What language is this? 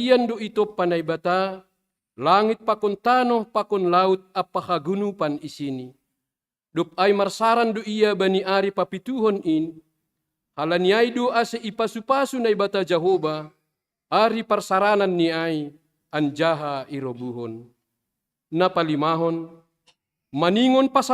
Batak Simalungun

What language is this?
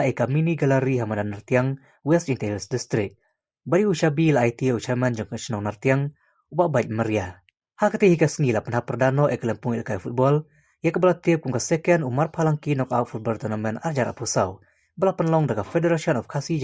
Khasi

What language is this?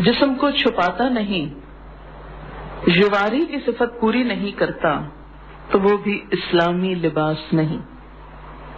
Urdu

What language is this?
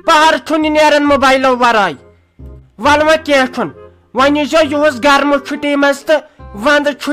Kashmiri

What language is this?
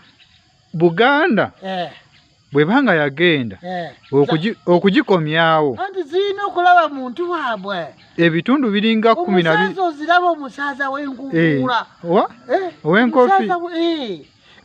Ganda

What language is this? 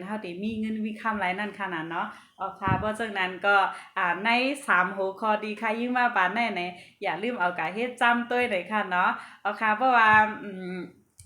Shan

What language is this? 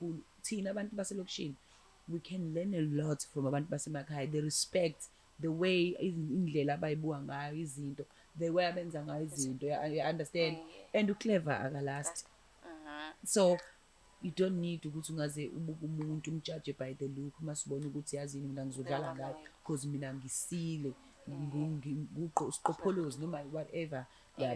Zulu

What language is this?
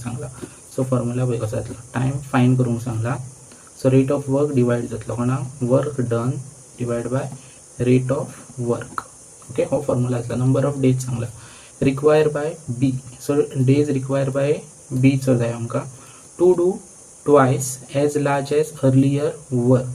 Konkani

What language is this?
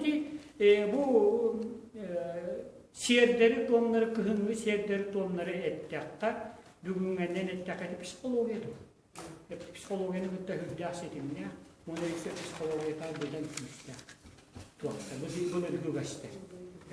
Yakut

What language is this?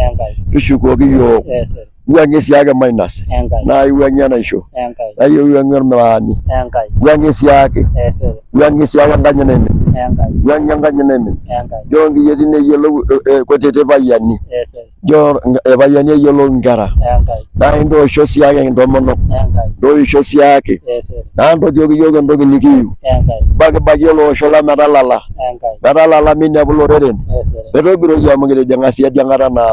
Masai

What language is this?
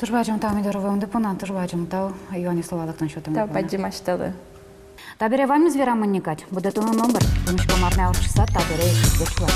Udmurt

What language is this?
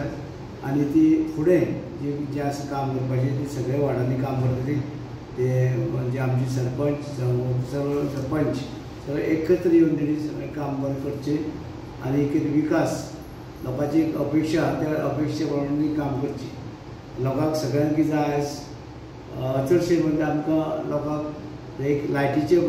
Konkani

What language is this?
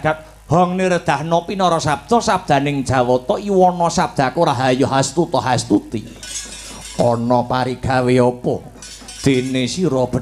Javanese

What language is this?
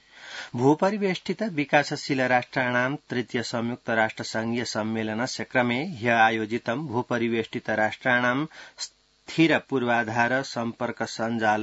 Sanskrit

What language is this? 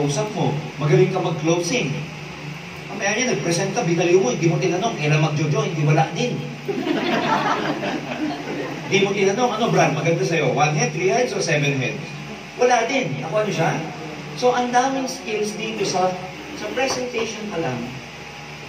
Filipino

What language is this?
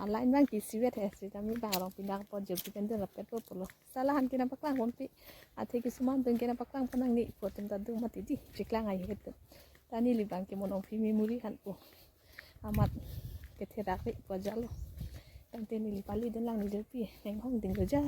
Karbi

